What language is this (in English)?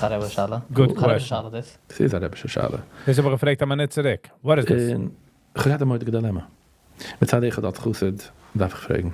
Yiddish